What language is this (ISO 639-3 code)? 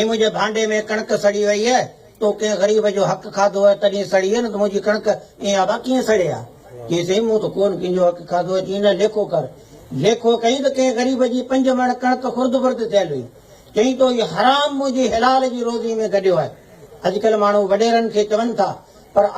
snd